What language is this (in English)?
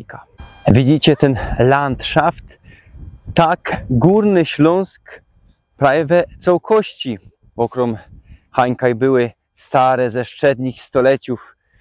Silesian